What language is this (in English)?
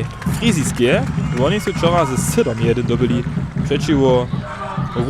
Upper Sorbian